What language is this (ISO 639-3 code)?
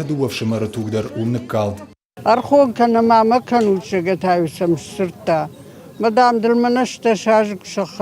oss